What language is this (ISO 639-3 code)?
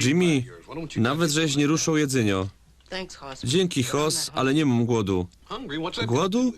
szl